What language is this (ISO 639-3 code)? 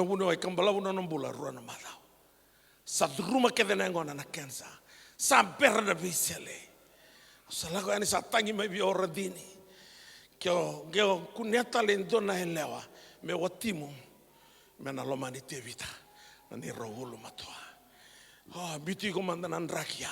fij